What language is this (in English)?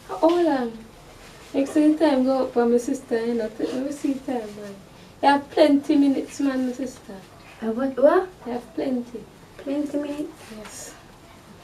Jamaican Creole English